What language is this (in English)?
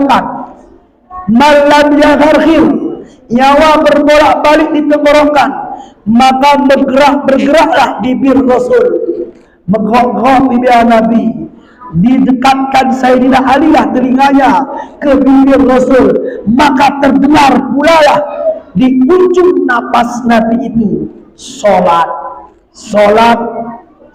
Batak Alas-Kluet